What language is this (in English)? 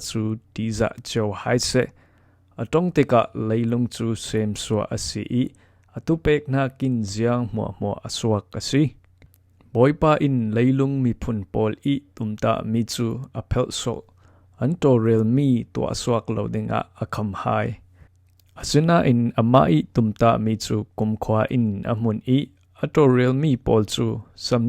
Falam Chin